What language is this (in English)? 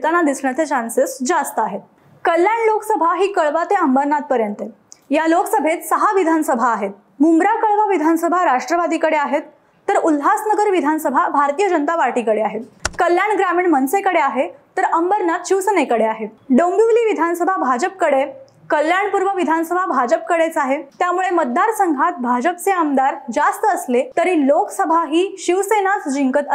Marathi